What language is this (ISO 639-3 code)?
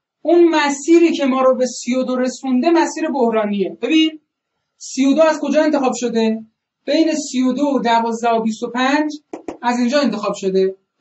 fas